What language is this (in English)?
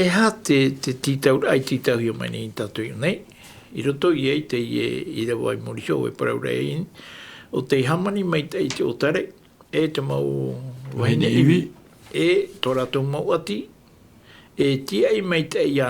Tahitian